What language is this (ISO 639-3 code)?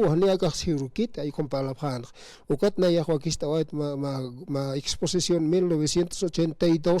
aym